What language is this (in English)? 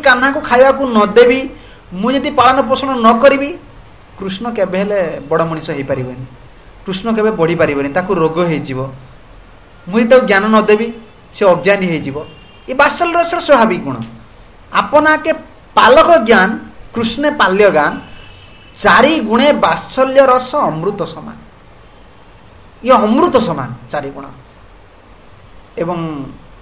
Odia